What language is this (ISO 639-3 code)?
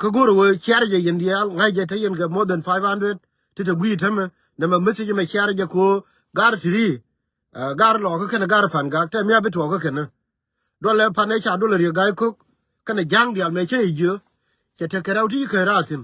nus